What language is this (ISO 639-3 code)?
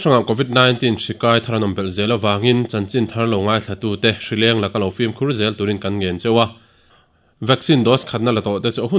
lus